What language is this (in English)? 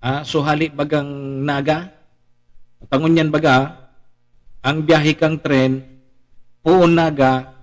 Bikol